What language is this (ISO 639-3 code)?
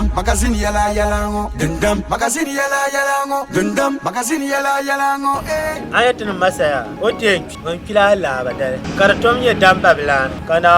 dag